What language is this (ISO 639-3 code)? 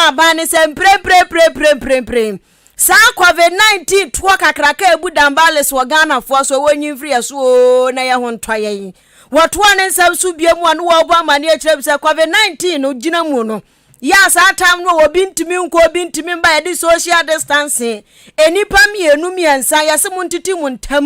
aka